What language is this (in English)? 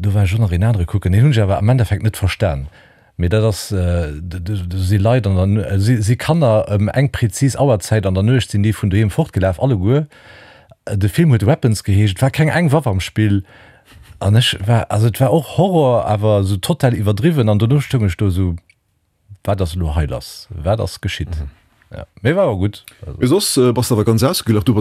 Luxembourgish